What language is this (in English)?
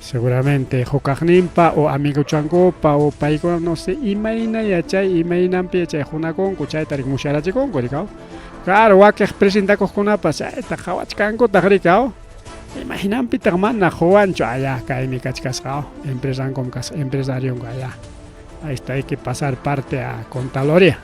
Ayacucho Quechua